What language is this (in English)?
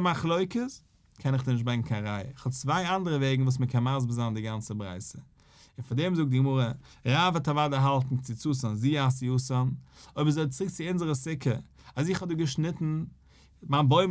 Yiddish